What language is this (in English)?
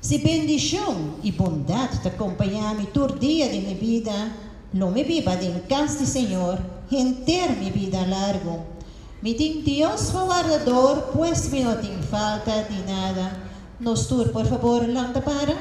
Papiamento